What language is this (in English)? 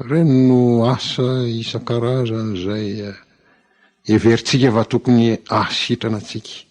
Malagasy